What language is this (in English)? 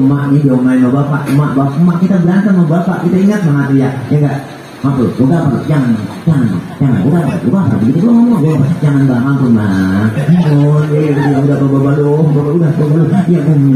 Betawi